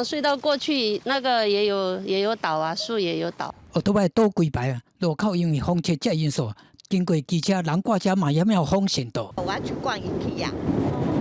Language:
Min Nan Chinese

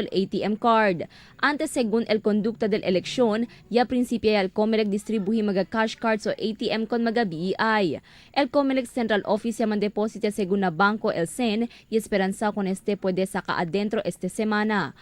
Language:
Chavacano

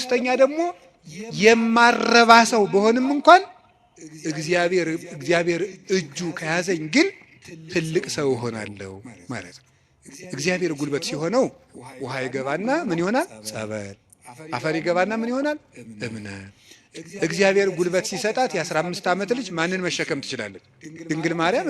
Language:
Amharic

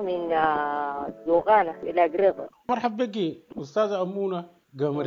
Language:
Sudanese Arabic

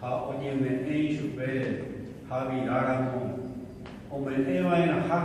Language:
Guarani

